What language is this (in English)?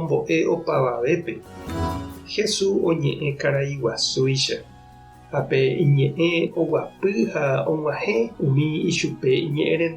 Guarani